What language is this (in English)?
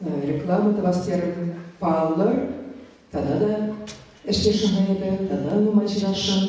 Chuvash